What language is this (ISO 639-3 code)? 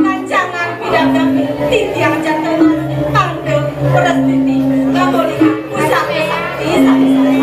ban